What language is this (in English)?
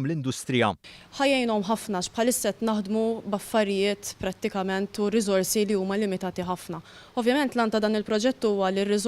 Maltese